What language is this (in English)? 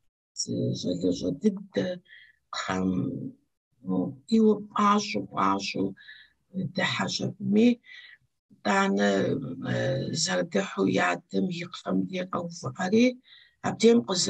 Kabardian